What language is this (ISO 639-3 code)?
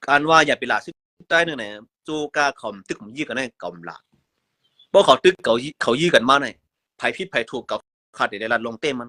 shn